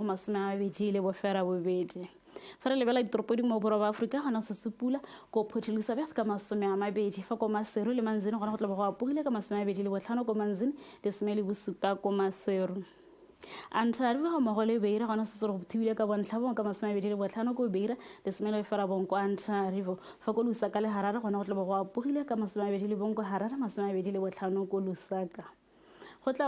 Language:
Tswana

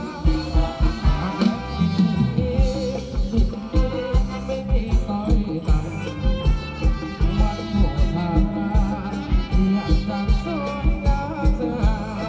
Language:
Thai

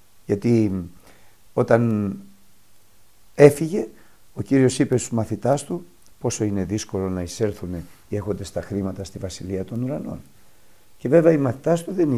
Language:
Greek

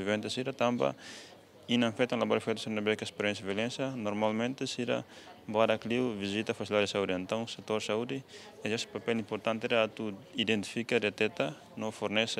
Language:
Tetum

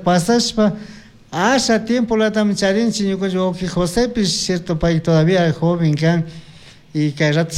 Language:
Chimborazo Highland Quichua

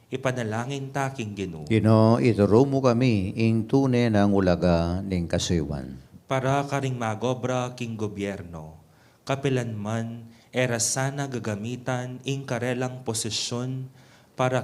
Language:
Pampanga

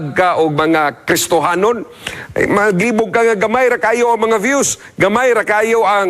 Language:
Cebuano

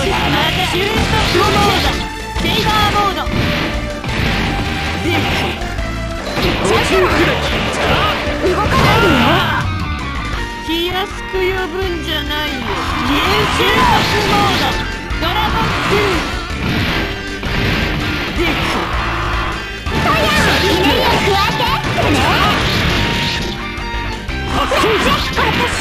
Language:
Japanese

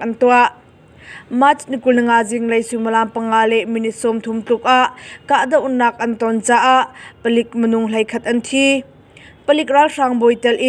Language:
Hakha Chin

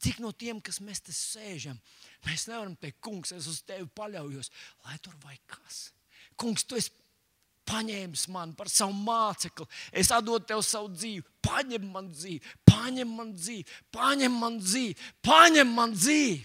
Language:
Latvian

